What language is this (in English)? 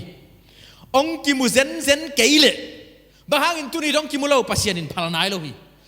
Tedim Chin